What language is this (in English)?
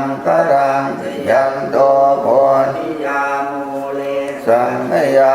Pali